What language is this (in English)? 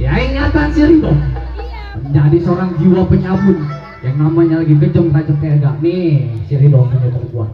Betawi